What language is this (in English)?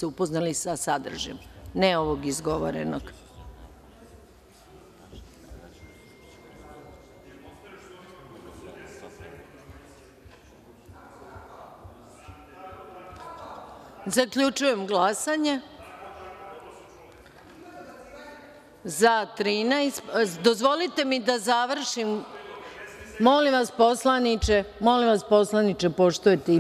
Serbian